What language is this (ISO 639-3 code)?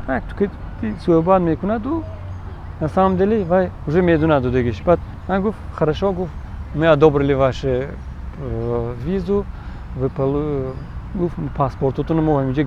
tgk